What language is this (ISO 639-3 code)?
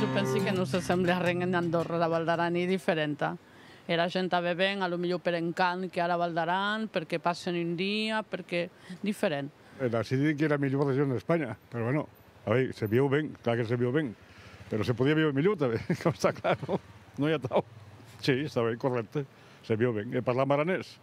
oci